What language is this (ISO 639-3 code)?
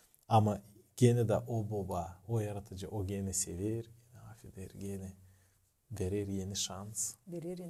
gag